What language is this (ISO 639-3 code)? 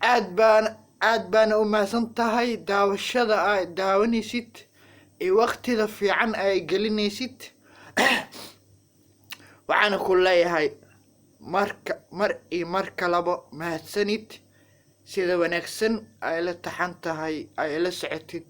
som